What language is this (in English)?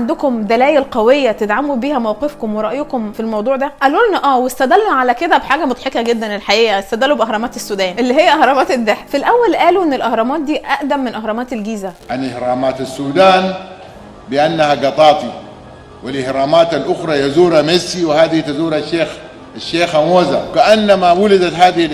Egyptian Arabic